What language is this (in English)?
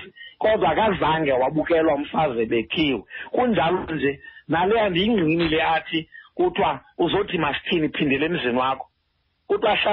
Xhosa